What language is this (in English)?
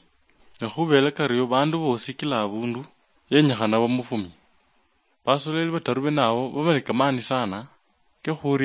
Luyia